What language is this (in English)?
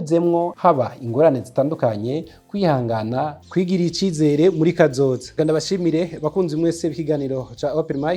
Rundi